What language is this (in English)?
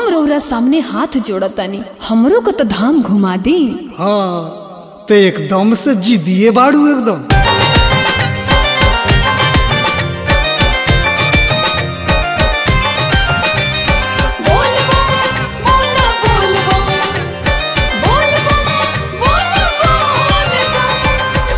Bhojpuri